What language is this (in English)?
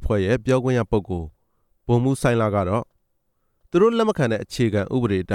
Burmese